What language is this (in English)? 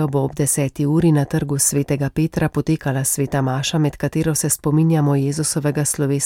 Slovenian